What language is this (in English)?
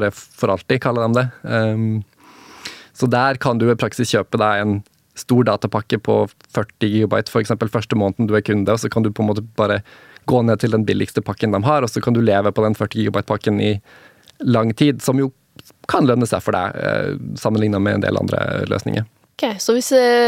Norwegian